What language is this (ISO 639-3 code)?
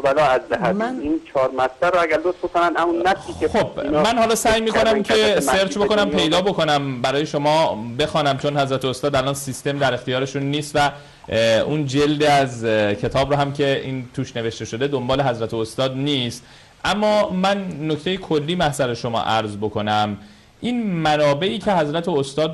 fas